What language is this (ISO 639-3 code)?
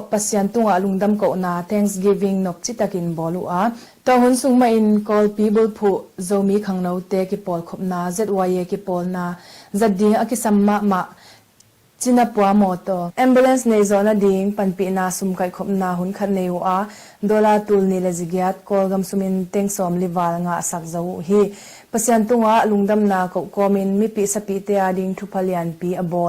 ctd